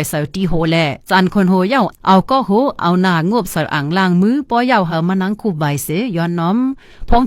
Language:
Shan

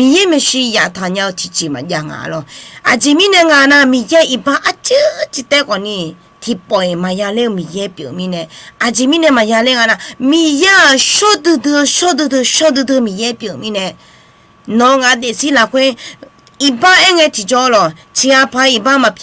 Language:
Akha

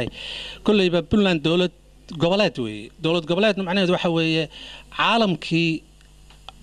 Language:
Somali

